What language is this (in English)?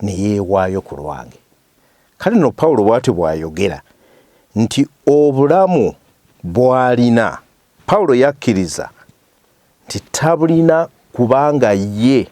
Ganda